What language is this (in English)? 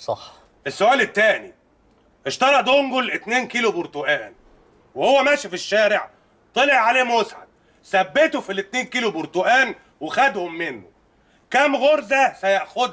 Egyptian Arabic